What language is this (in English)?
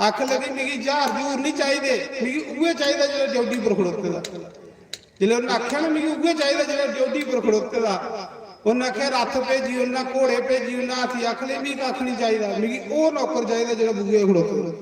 Dogri